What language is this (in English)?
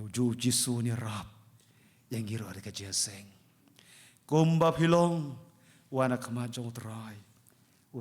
Khasi